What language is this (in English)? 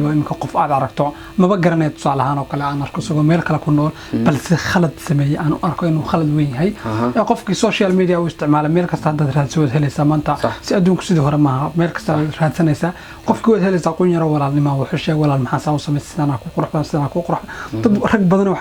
Somali